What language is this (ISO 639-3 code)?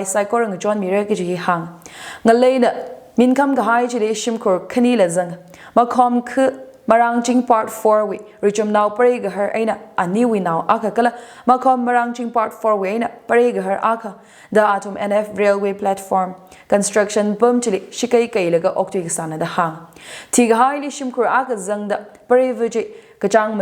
nmf